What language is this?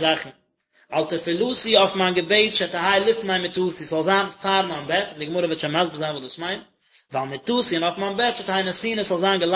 Yiddish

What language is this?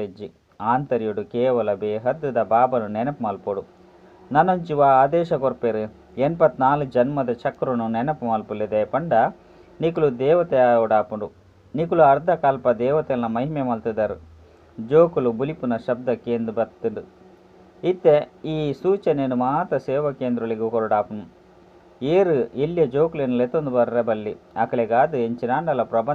Tulu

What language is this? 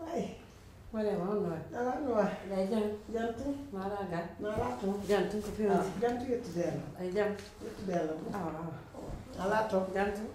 Pular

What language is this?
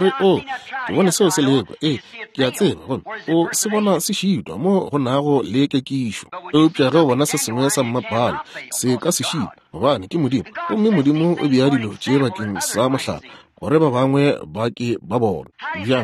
Northern Sotho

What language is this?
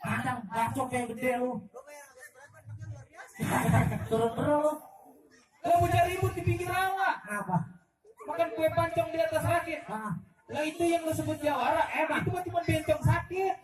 Betawi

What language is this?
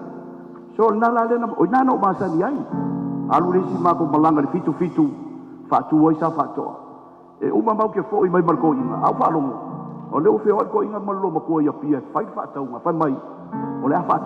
Samoan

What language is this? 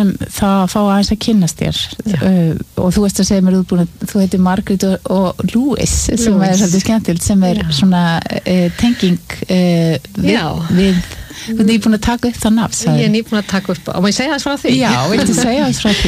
Icelandic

